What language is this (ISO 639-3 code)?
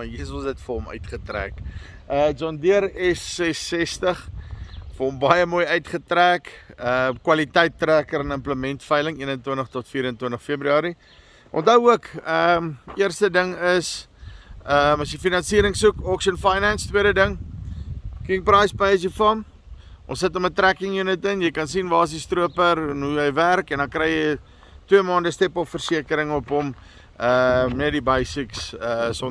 afr